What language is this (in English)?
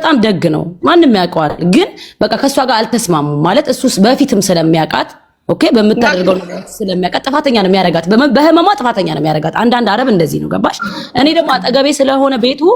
Amharic